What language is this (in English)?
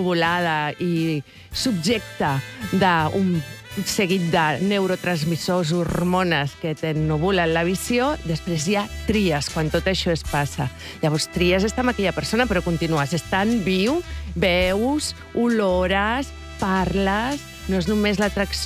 Catalan